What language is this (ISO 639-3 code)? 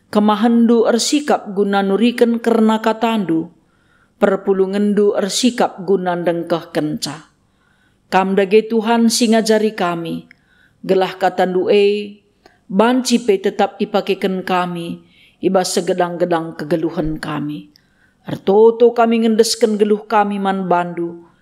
btx